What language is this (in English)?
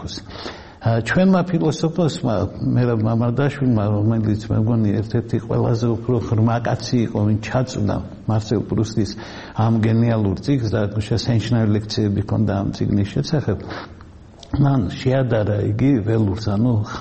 Georgian